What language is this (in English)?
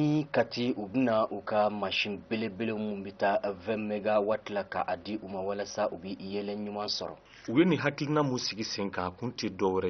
Bambara